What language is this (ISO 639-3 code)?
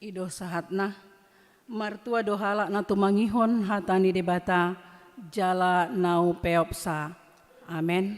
bbc